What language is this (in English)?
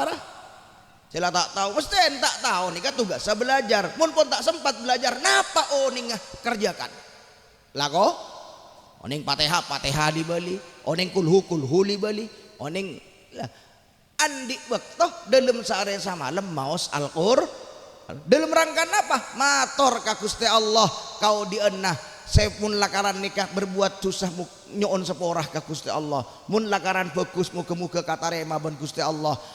Madurese